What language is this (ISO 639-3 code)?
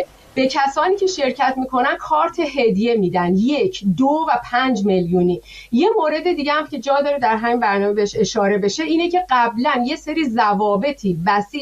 fas